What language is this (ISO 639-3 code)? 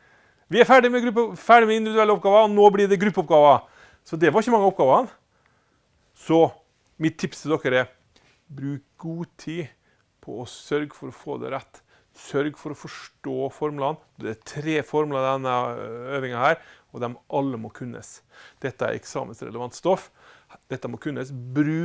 nor